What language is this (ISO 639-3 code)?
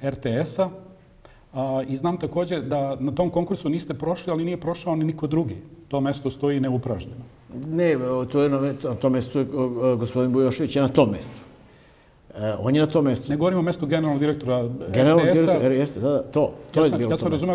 srp